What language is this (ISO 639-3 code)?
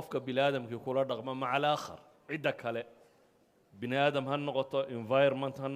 som